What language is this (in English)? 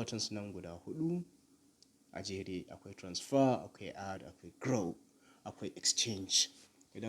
Hausa